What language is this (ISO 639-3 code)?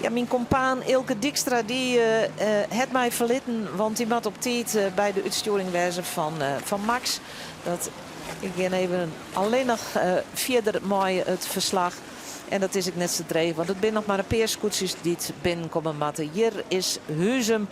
fry